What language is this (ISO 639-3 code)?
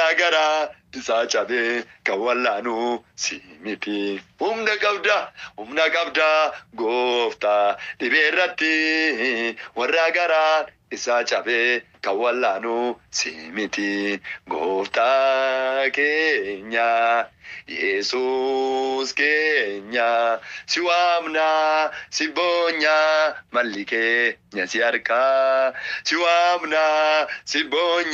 orm